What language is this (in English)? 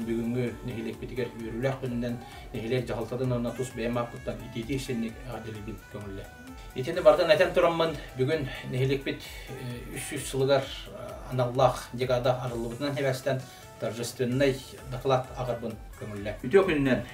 Yakut